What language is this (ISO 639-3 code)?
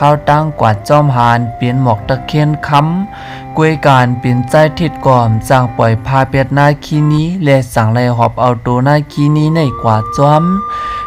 shn